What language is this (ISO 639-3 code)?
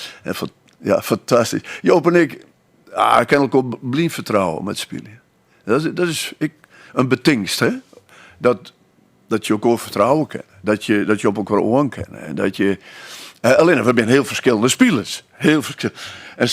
fry